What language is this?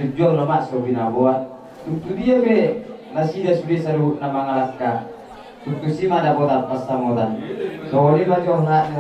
Batak Toba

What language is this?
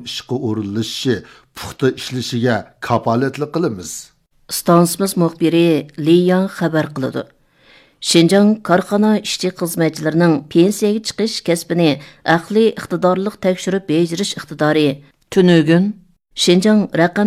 Uyghur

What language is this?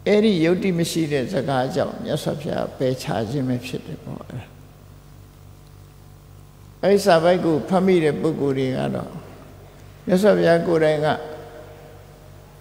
Burmese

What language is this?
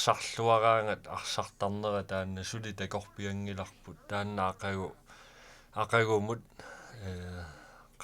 Kalaallisut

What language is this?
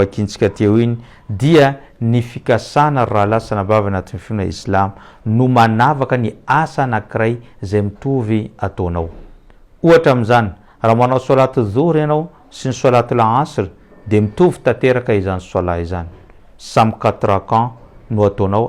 Malagasy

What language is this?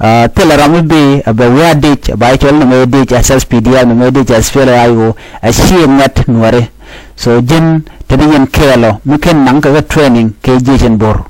Nuer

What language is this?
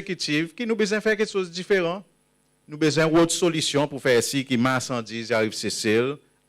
Seselwa Creole French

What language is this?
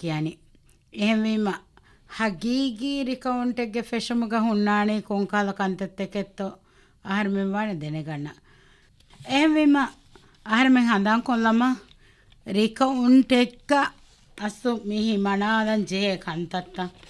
Divehi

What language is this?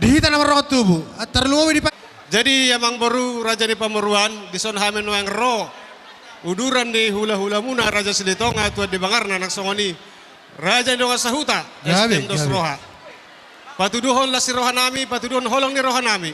Batak Toba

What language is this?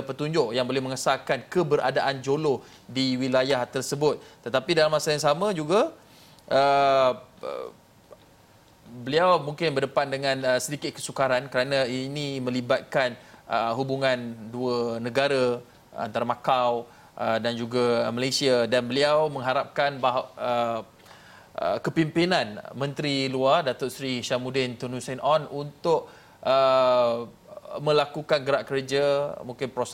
Malay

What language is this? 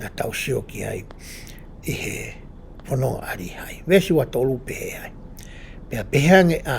Tongan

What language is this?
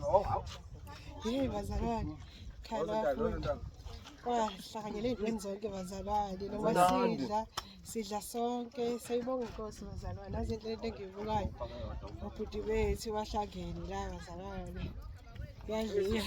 Zulu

